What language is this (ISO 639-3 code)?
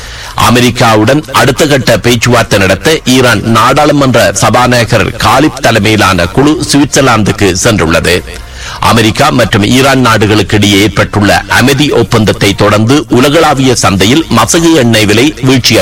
tam